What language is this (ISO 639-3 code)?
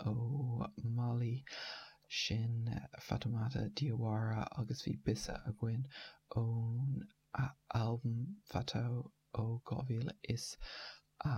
gle